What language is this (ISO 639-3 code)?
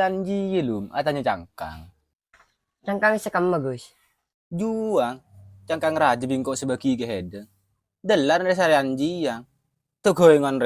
mad